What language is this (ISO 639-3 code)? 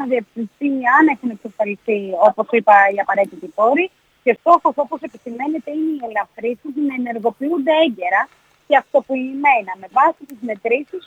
ell